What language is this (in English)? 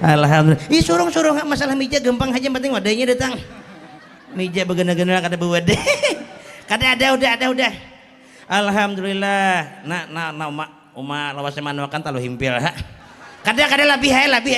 Banjar